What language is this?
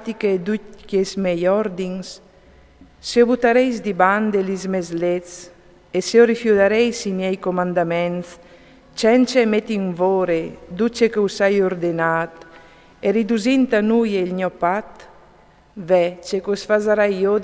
Friulian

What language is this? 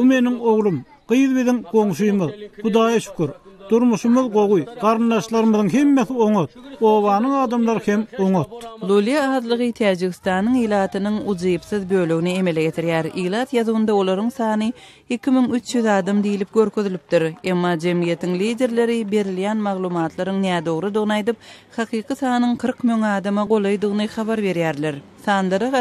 Turkmen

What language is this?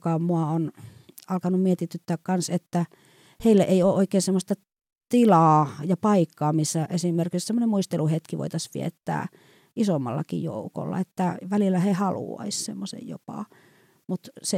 Finnish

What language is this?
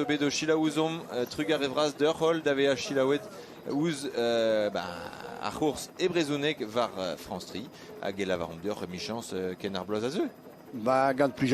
Breton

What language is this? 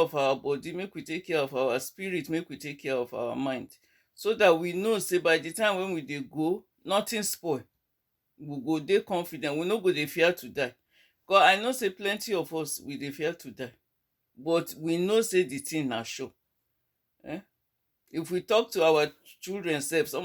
Nigerian Pidgin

